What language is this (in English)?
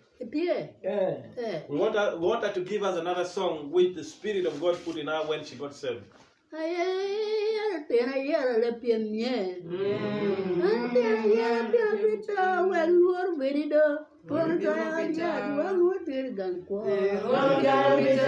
Acoli